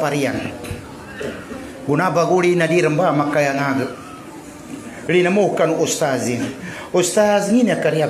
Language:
Maguindanaon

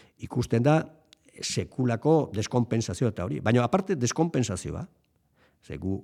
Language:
Basque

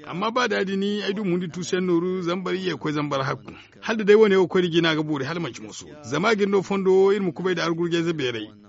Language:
Zarma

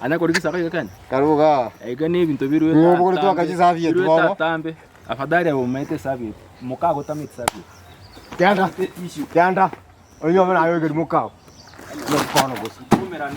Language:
Gusii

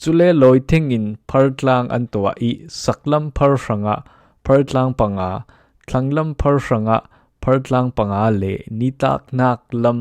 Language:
Falam Chin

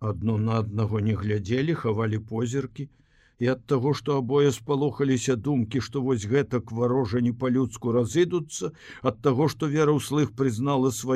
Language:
Belarusian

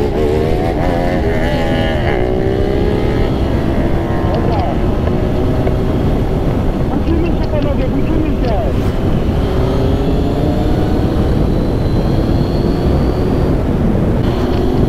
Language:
Polish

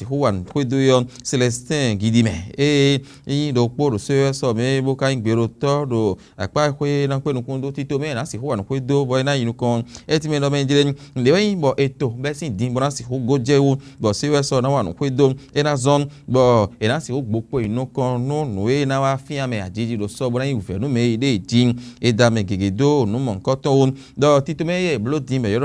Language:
Fon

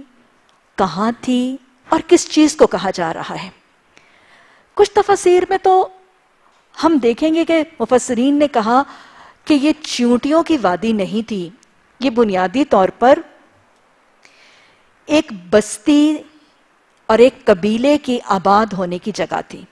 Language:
Urdu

